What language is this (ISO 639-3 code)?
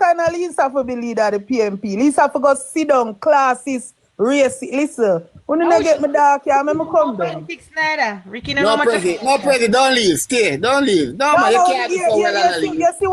jam